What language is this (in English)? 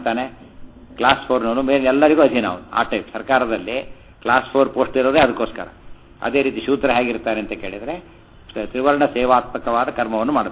Kannada